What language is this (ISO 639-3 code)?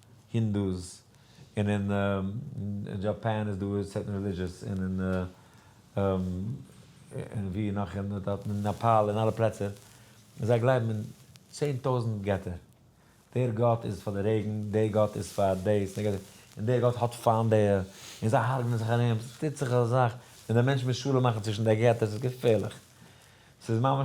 yid